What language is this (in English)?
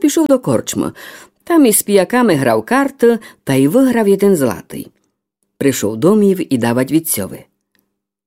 Rusyn